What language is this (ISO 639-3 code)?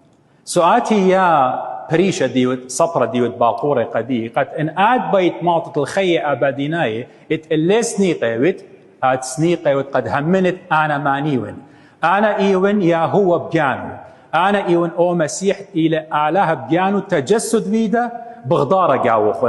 aii